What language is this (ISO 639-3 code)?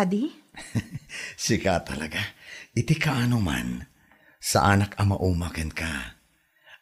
ilo